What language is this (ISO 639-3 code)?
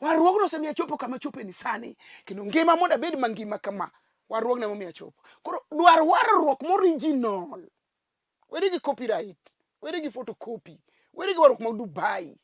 luo